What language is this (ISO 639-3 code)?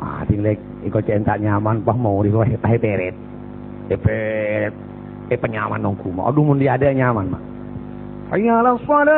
mad